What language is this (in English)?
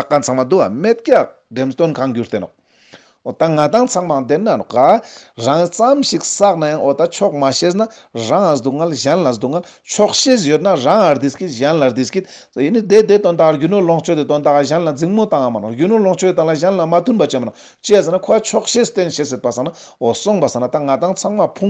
Ladakhi